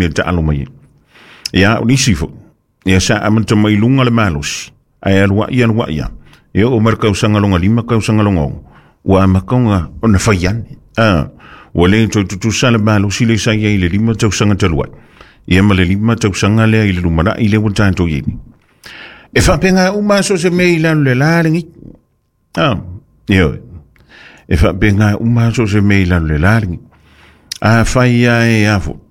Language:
Samoan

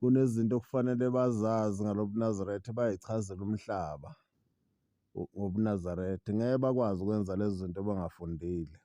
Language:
Zulu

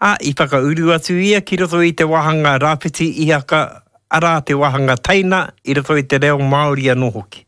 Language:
Māori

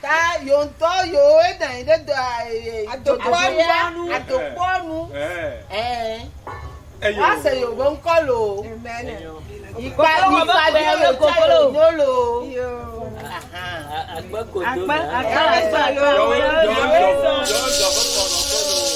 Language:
Ewe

